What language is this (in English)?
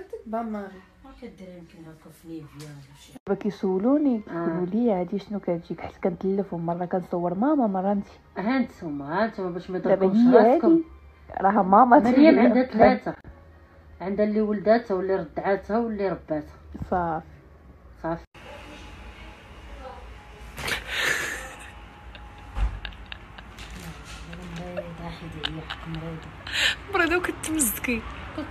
Moroccan Arabic